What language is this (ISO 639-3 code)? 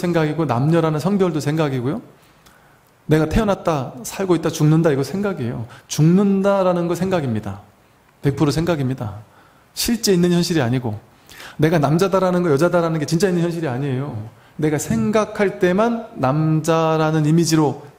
kor